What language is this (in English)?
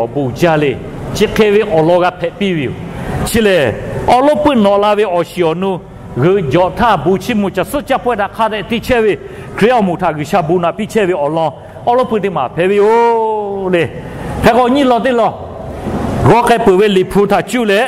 Lahu